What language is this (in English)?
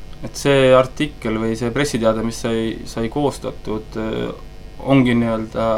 Estonian